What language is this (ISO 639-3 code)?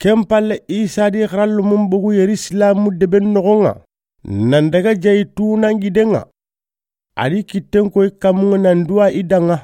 snk